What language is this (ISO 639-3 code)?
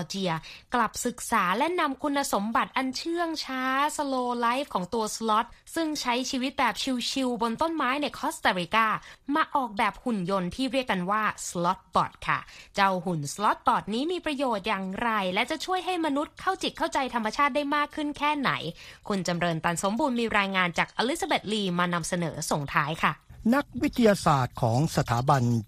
tha